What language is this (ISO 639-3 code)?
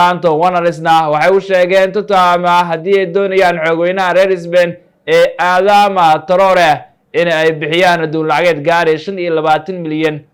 som